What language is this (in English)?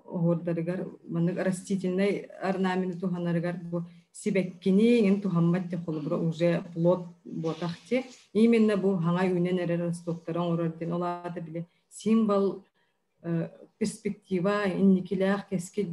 Yakut